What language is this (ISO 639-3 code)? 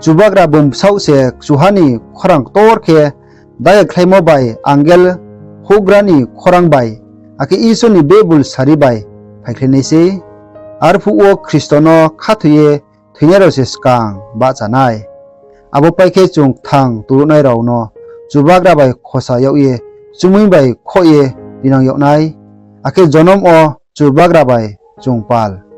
ria